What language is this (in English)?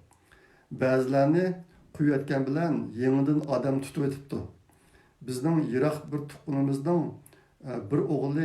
Uyghur